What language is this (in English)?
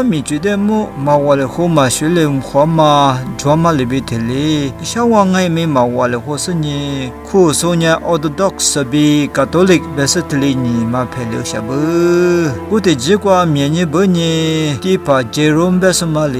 Lisu